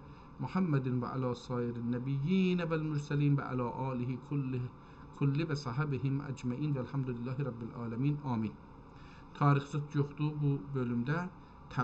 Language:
South Azerbaijani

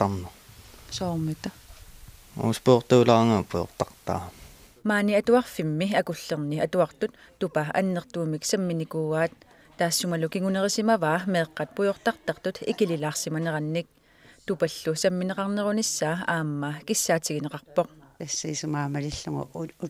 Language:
Kalaallisut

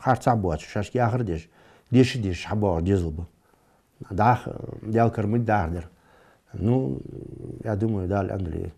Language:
Ingush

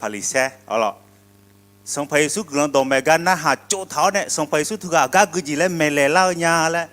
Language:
Akha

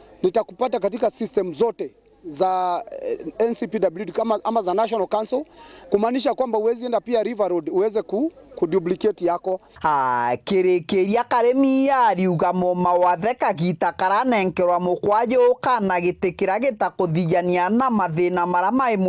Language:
Meru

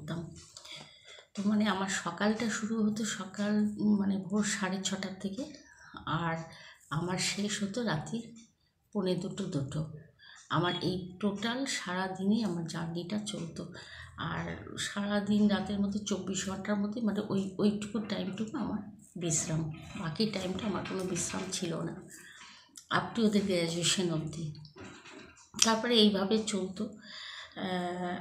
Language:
Bangla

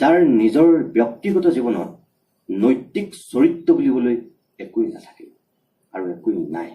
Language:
Assamese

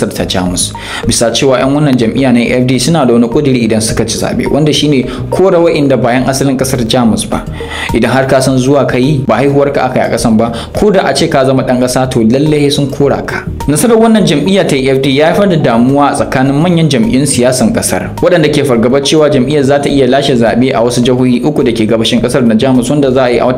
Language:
Hausa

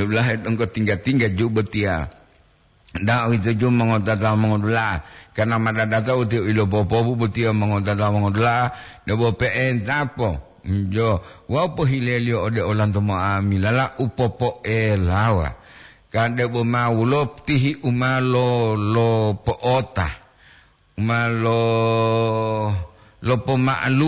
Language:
Gorontalo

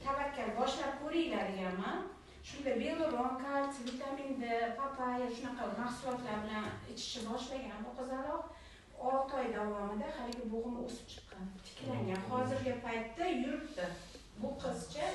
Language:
Uzbek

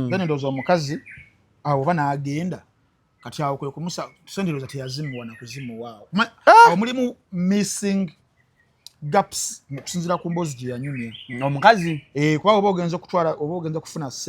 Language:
Ganda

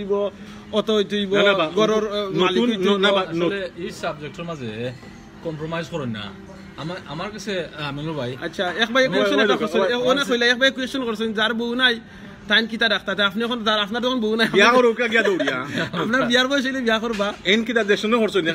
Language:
Sylheti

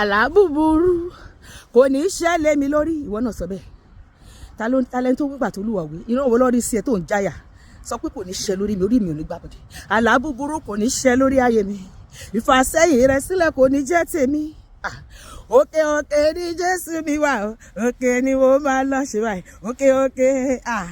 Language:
Yoruba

